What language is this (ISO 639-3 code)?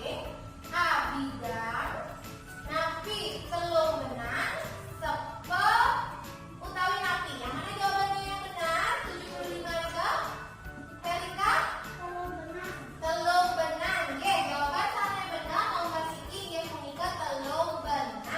ban